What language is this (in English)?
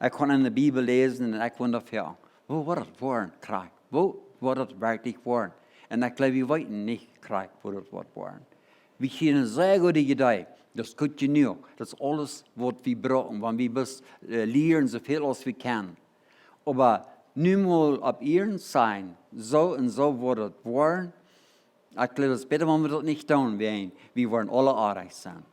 Plautdietsch